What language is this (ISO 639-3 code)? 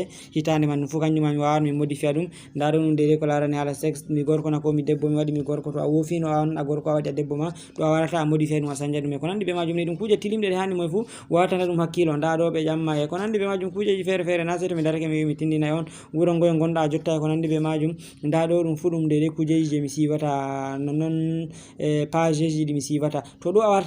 ful